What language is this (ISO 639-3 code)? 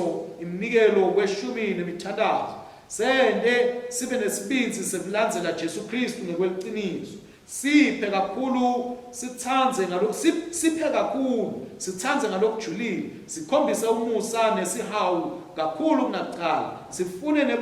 ssw